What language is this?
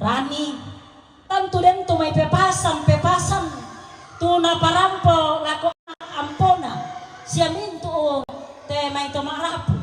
Toraja-Sa'dan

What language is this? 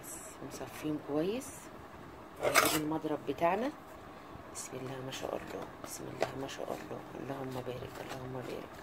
Egyptian Arabic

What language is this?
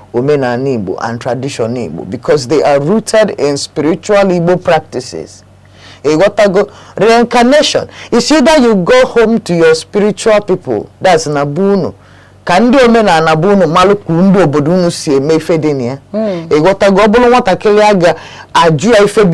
Igbo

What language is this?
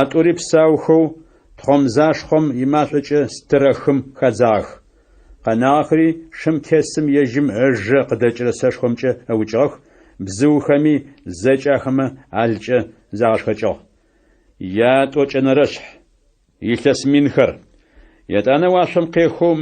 Adyghe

